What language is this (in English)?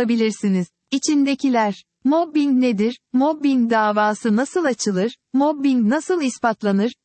Turkish